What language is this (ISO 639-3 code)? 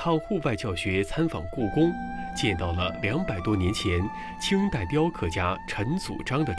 zho